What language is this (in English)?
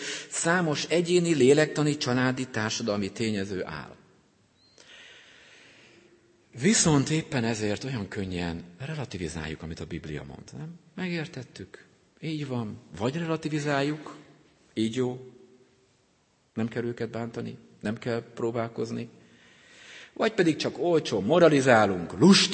Hungarian